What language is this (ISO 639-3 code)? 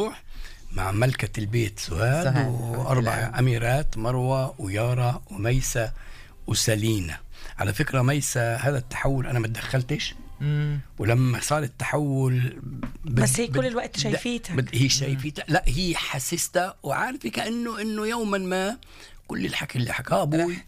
apc